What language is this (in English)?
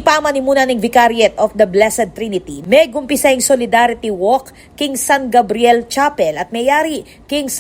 Pampanga